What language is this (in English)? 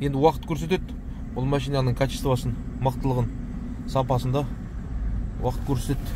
Kazakh